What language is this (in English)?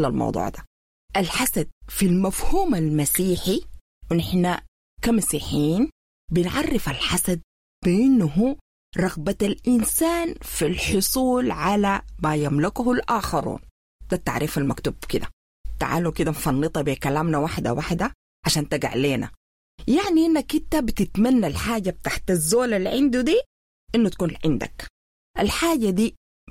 Sudanese Arabic